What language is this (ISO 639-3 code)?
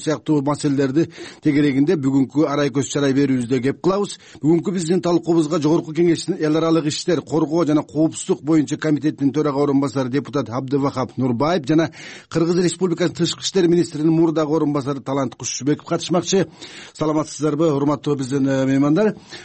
kir